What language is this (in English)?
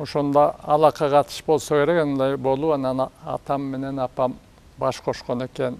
Kyrgyz